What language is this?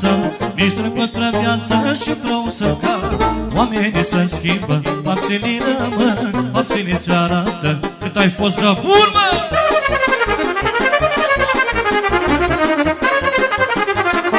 Romanian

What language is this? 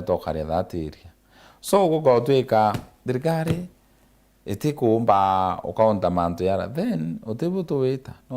Meru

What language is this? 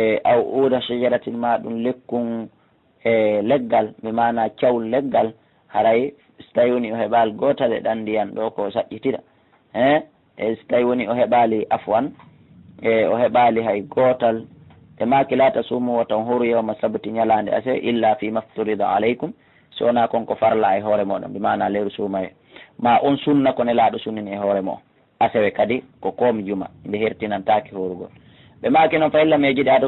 Fula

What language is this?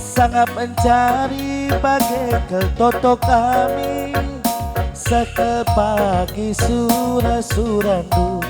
Batak Karo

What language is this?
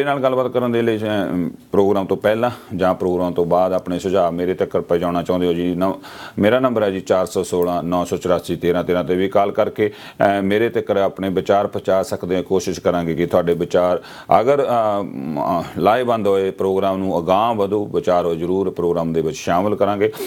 Punjabi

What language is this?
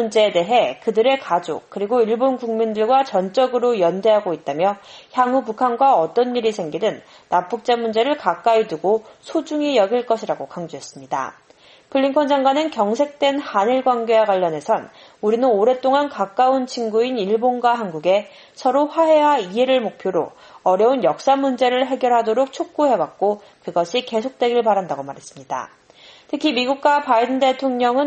Korean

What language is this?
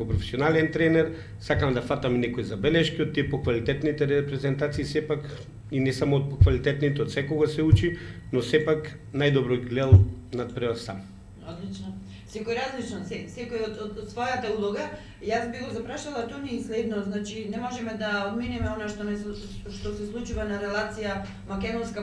Macedonian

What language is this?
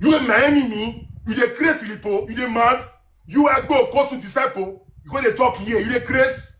Nigerian Pidgin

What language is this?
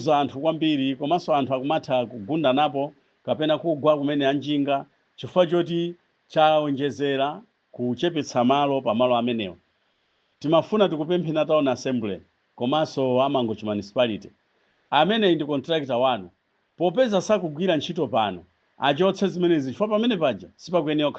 Nyanja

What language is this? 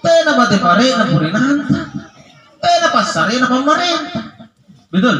Makasar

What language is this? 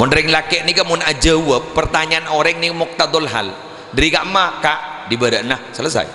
Madurese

